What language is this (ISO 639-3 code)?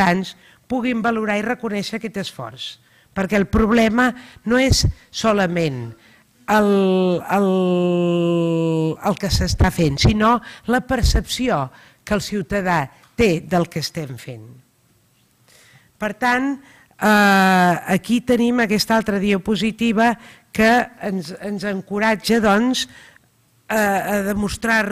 cat